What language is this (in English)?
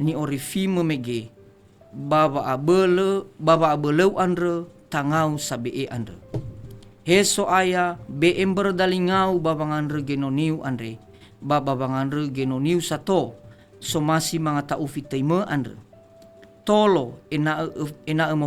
Nias